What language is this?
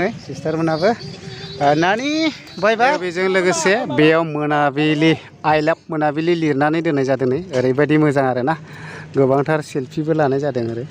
Bodo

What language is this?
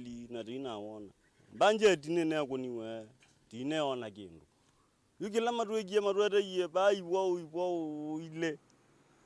Kamba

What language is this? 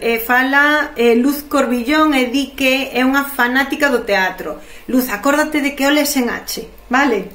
Galician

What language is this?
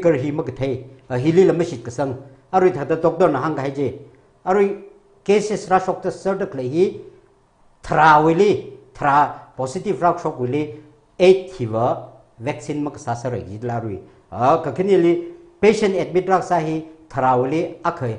Tangkhul Naga (India)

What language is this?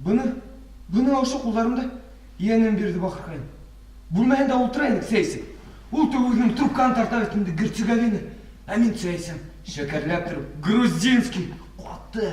Bashkir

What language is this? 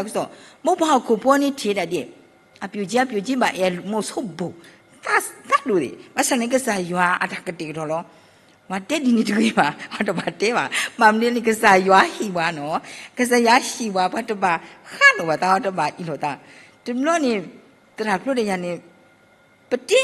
S'gaw Karen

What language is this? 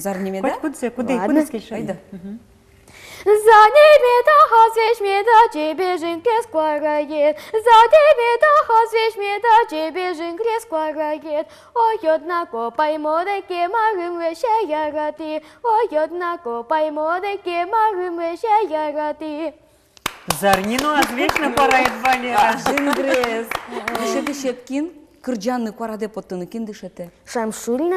Udmurt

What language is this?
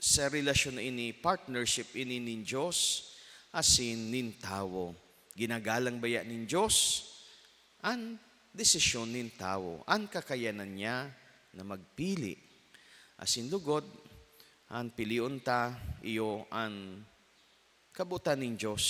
Bikol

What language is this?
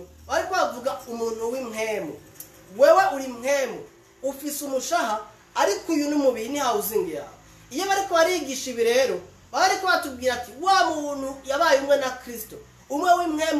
Rundi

